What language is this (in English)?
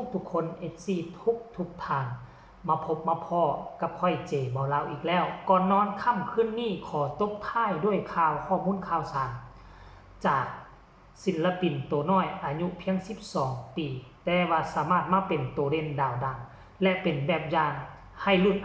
Northeastern Thai